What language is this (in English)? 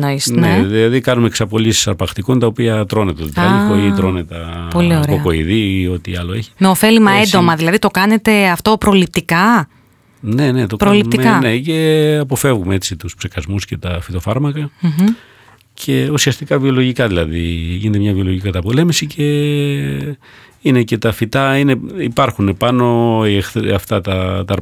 Greek